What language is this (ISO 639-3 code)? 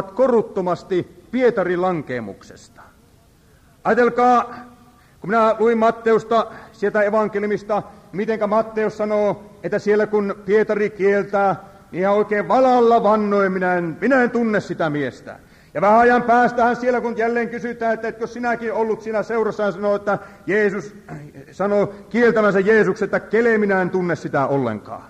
fin